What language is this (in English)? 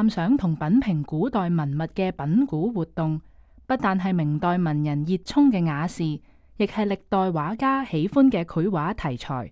Cantonese